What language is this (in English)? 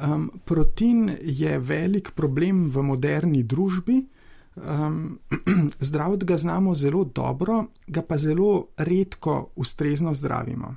Slovenian